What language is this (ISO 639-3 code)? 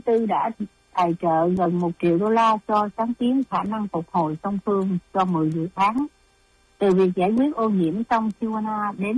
vie